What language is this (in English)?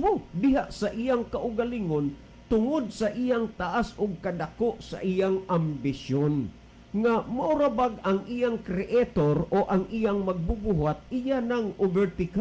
Cebuano